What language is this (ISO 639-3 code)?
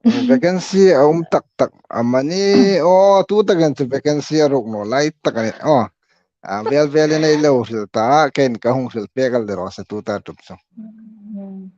hmr